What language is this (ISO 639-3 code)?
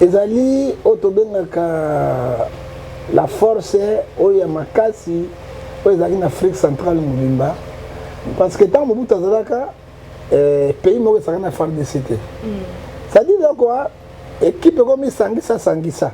lin